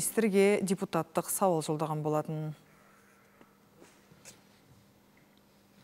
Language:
Kazakh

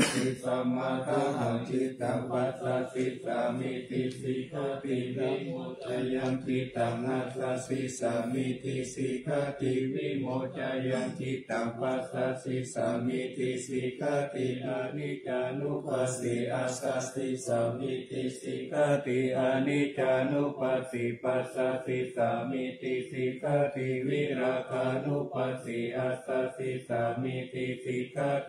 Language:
Pali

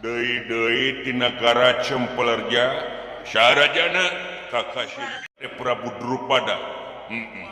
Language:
Sundanese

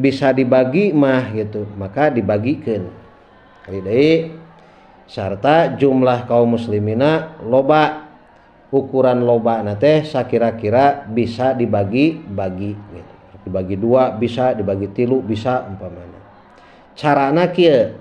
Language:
Sundanese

